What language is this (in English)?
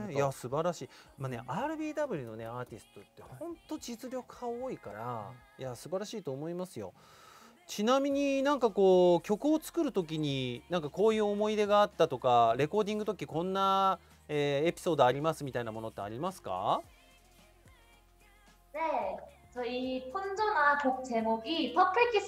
Japanese